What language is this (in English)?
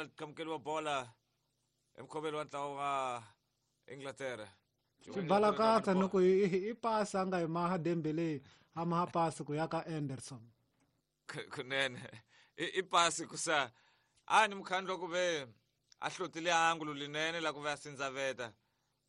Tsonga